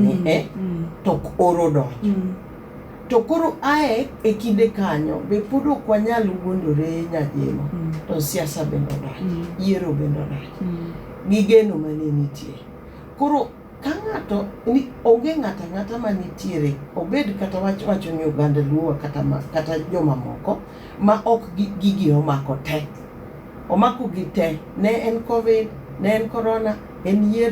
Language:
Luo (Kenya and Tanzania)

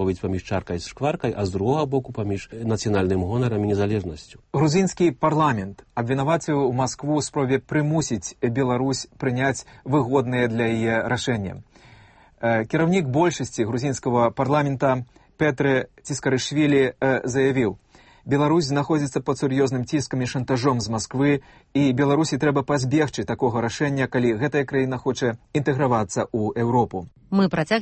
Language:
Belarusian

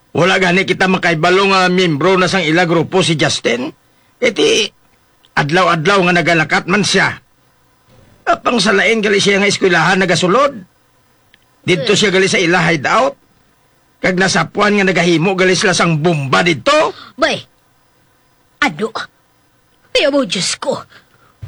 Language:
Hiligaynon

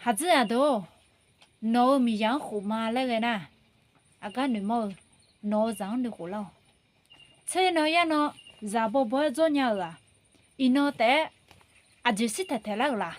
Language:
Akha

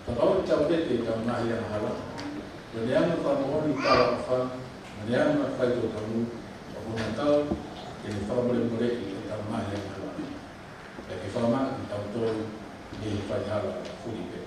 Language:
Tongan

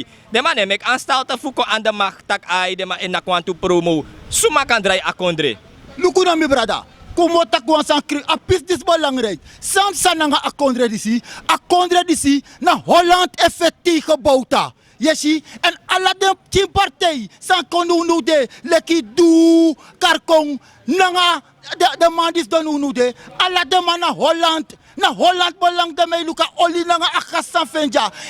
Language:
Sranan Tongo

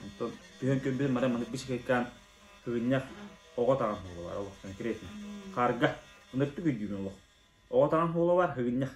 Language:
Yakut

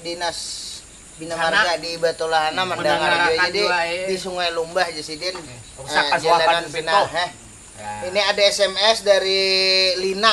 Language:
Banjar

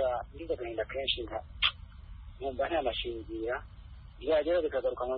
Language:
Kinyarwanda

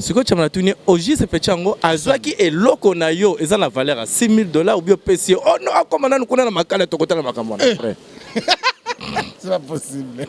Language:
Lingala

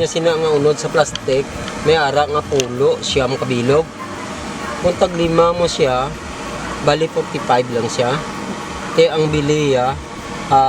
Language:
Hiligaynon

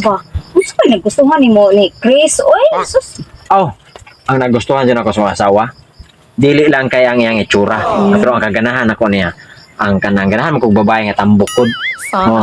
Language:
Cebuano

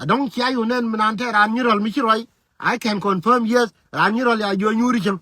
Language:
Nuer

